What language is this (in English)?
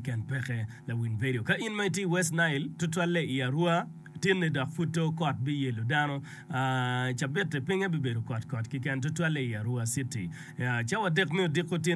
Acoli